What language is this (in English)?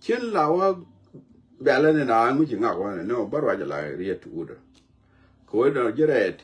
Nuer